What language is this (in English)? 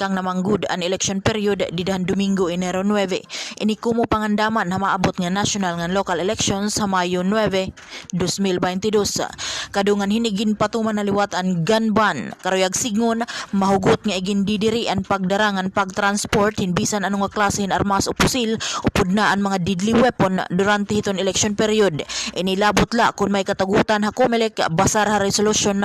Waray